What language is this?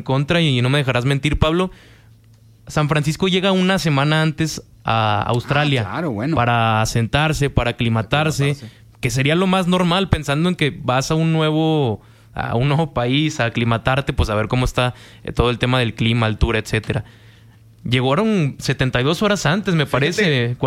Spanish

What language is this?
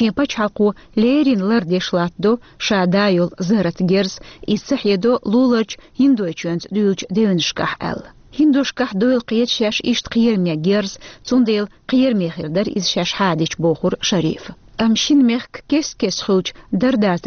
Chechen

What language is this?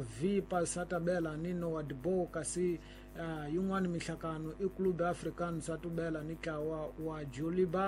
Tsonga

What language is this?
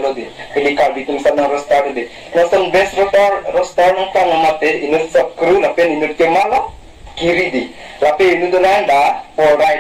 Karbi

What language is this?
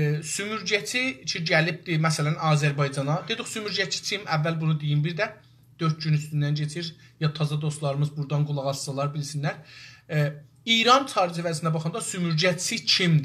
South Azerbaijani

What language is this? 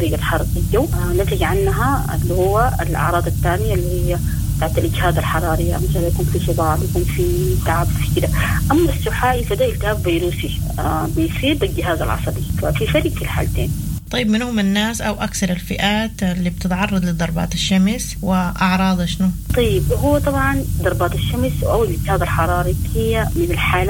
Sudanese Arabic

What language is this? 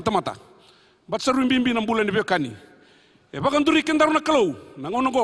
Fijian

